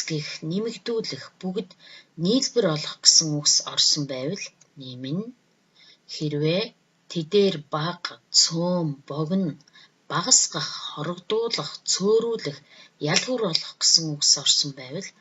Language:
Mongolian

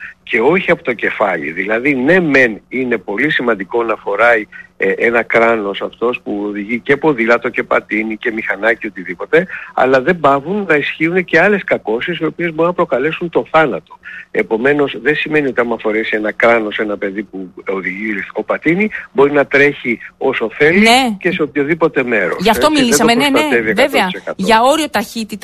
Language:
Greek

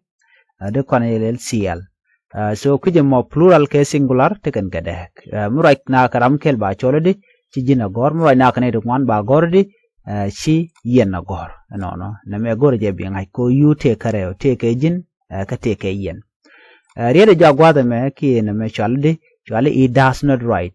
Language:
Nuer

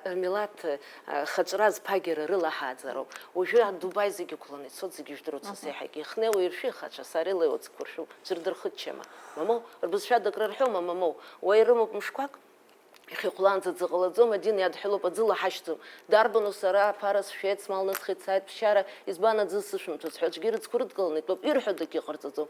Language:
Abkhazian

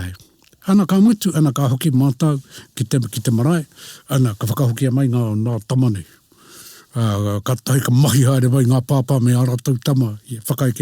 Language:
Māori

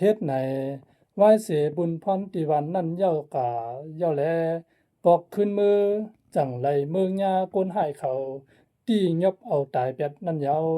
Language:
Shan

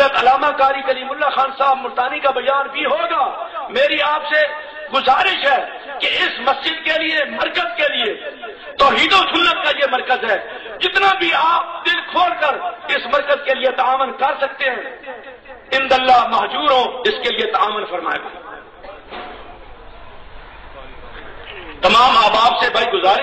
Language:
Urdu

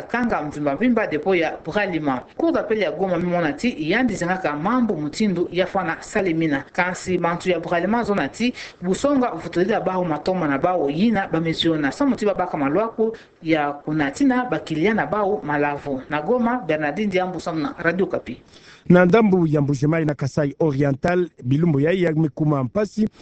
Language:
Kituba (Democratic Republic of Congo)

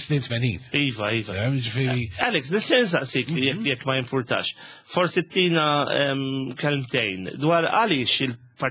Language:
Maltese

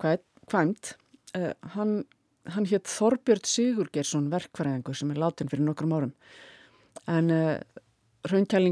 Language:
Icelandic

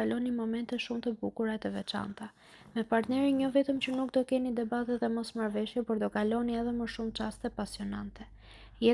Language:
Albanian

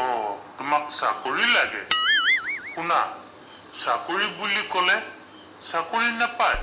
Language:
Assamese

